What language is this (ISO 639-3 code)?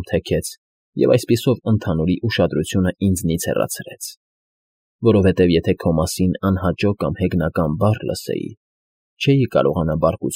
hye